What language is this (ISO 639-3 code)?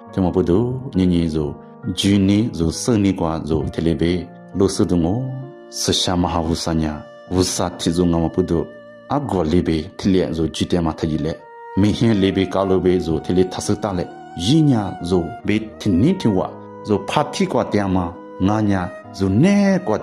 lis